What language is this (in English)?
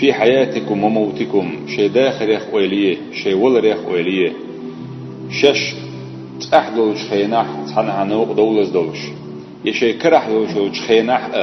Chechen